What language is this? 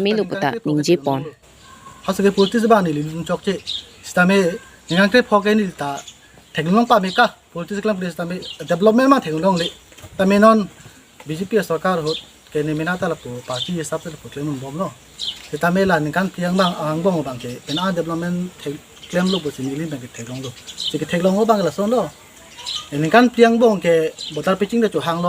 Karbi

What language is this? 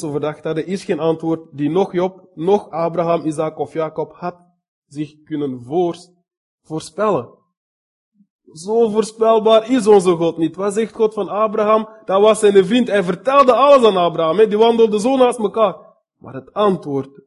Dutch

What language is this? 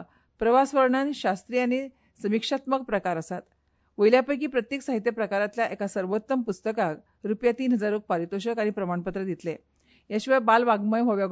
Konkani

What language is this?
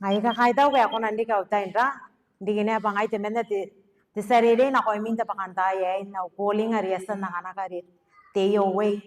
Gilbertese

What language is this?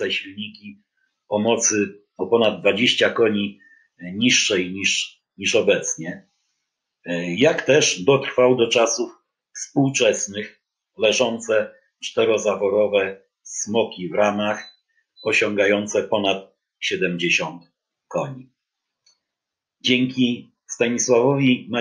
Polish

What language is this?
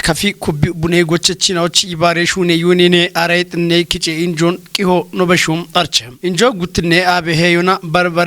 Kafa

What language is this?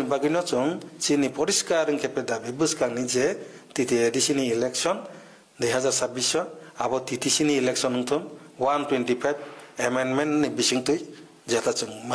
Kok Borok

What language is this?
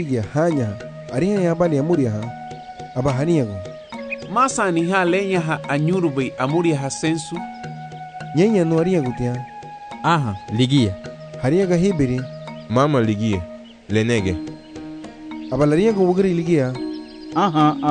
Garifuna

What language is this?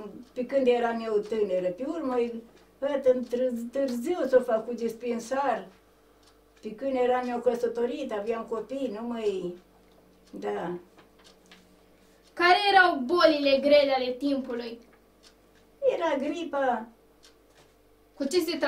Romanian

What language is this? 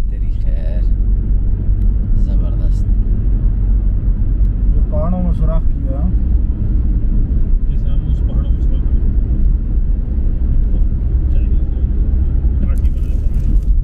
Hindi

